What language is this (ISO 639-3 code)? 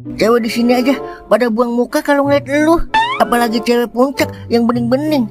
bew